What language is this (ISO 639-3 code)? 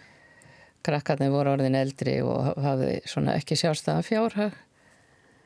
isl